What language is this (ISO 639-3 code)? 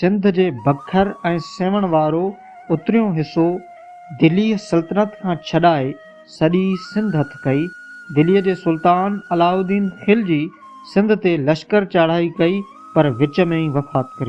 snd